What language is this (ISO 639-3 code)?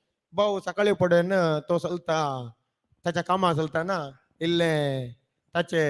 kok